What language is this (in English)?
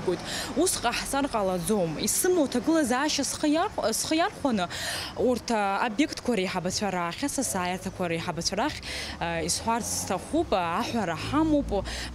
Abkhazian